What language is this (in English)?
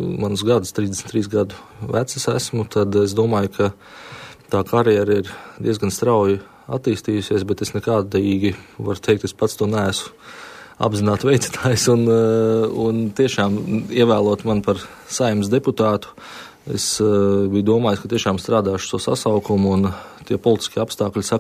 Latvian